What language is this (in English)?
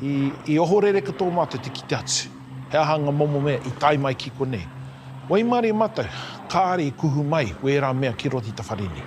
Māori